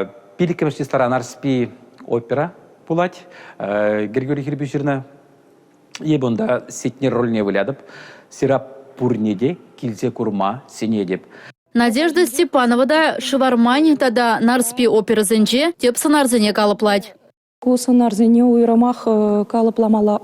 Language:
Chuvash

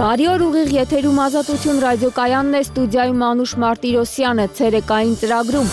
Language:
Armenian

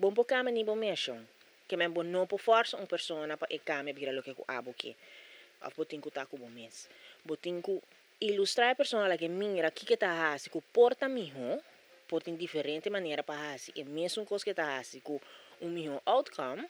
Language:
Papiamento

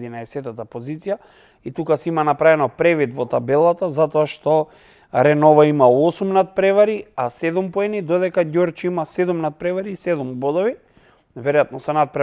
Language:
Macedonian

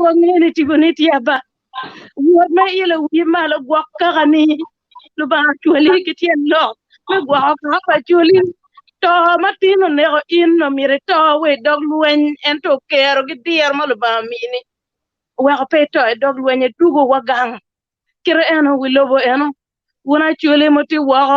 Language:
Acoli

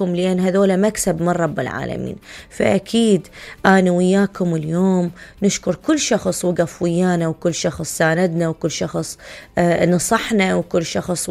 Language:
Mesopotamian Arabic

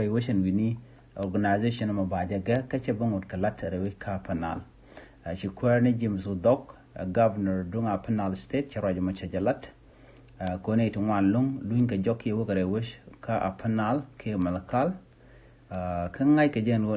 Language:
Nuer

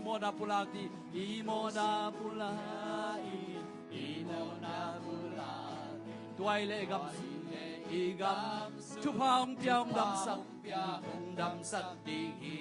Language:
Tedim Chin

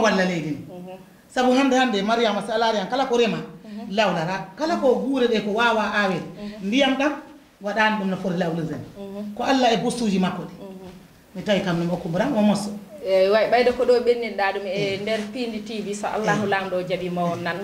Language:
Fula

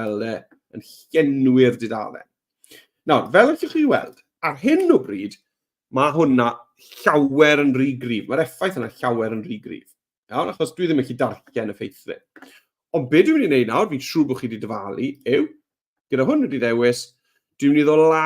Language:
Welsh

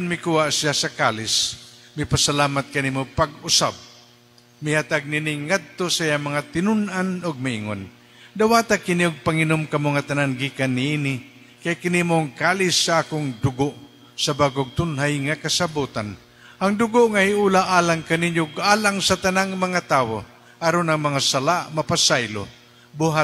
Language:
Cebuano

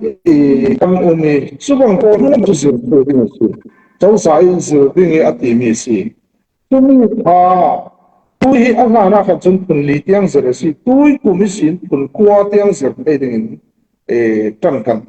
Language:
Falam Chin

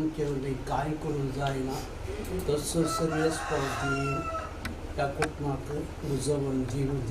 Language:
Konkani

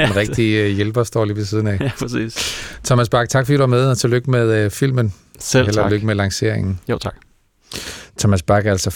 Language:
Danish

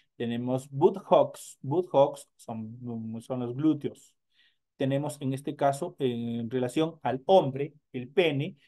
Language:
Spanish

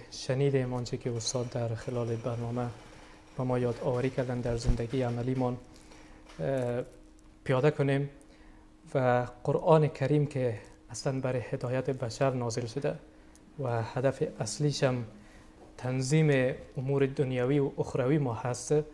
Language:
Persian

